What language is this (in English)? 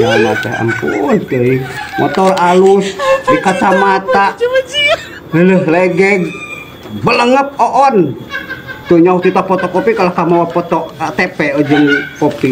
Sundanese